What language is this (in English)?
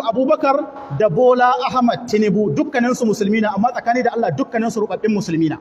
Hausa